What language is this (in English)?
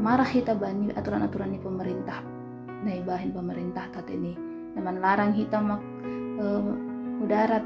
Batak Simalungun